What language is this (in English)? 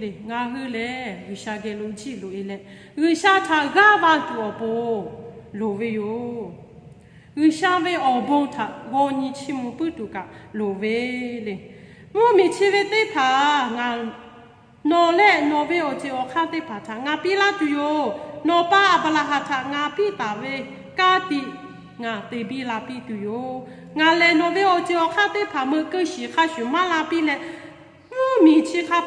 Lahu